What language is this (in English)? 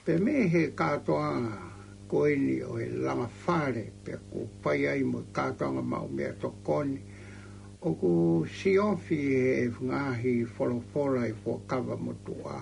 Tongan